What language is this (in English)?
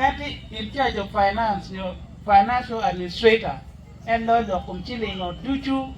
Acoli